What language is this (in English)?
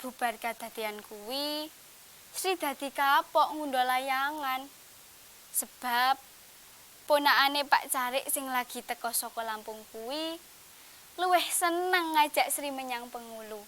Javanese